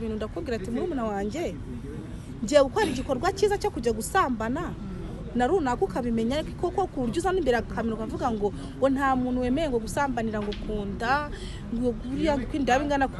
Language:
Kinyarwanda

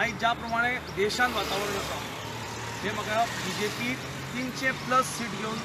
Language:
Konkani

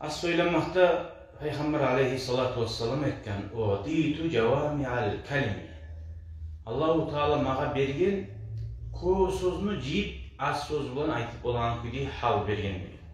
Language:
Kumyk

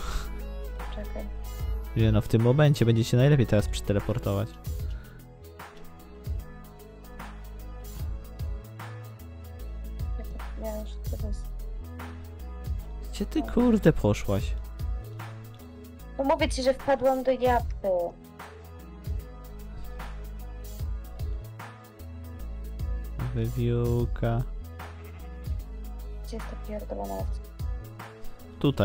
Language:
Polish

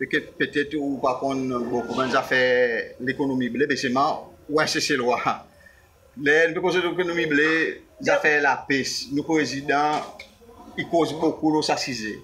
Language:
Seselwa Creole French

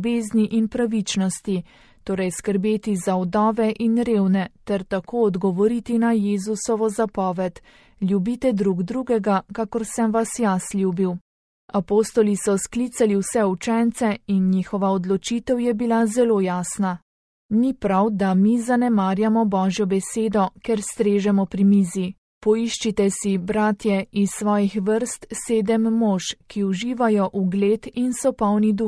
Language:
Slovenian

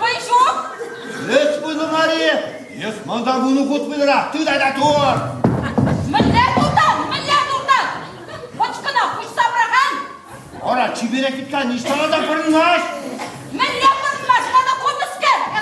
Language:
Chuvash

